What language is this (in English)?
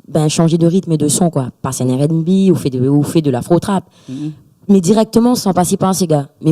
Réunion Creole French